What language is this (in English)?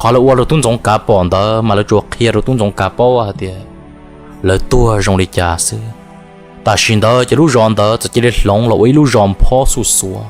Hmong